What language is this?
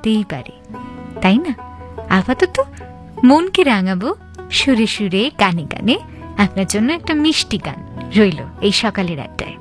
Bangla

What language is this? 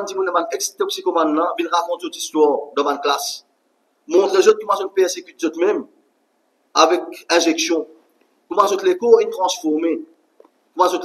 Morisyen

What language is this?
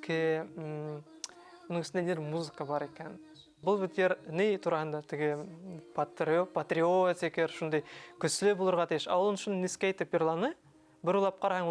Bashkir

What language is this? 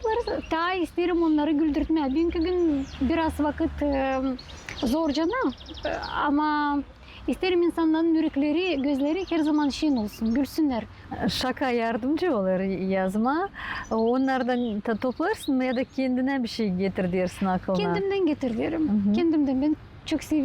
Gagauz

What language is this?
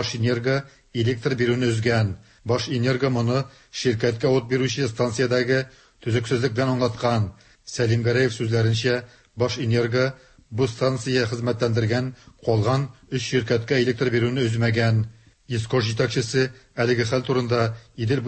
Tatar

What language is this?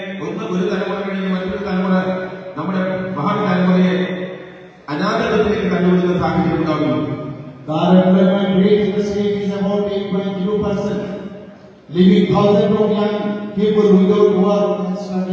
Kok Borok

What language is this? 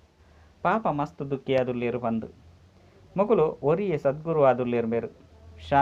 Tulu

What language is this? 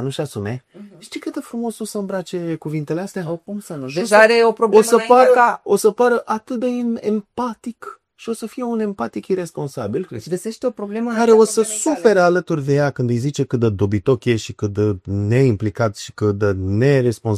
Romanian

